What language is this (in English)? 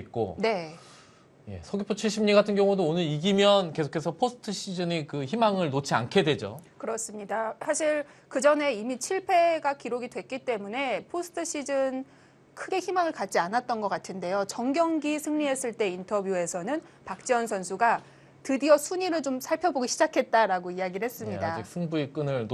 Korean